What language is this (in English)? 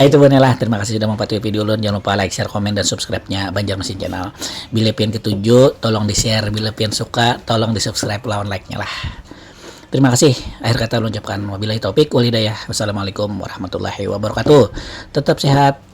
Banjar